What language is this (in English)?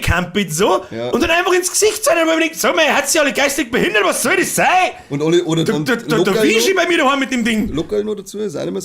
Bavarian